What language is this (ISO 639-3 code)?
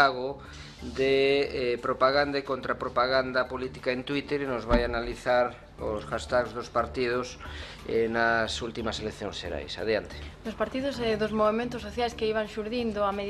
glg